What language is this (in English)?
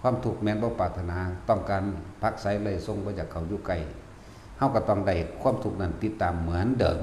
Northeastern Thai